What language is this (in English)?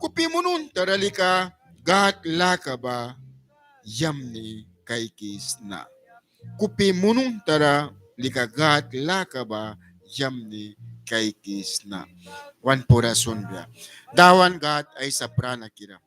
Mískito